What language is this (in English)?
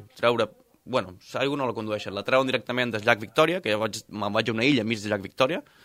Catalan